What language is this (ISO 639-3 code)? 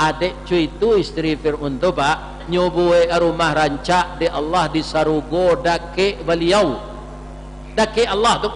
min